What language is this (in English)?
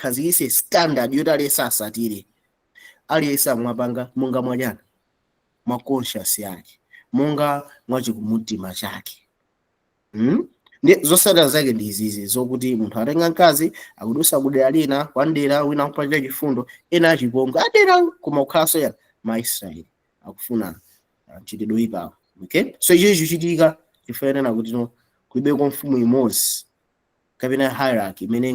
Nyanja